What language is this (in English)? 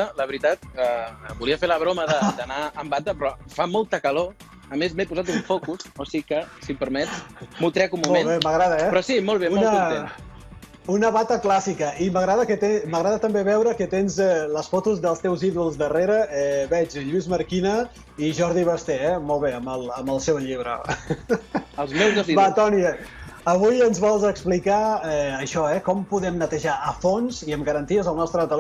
Catalan